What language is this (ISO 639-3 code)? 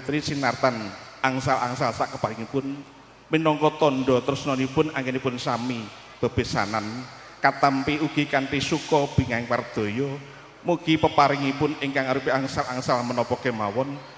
jav